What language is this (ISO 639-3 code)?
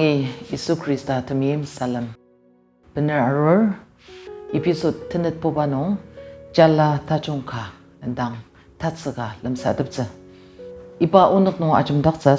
njo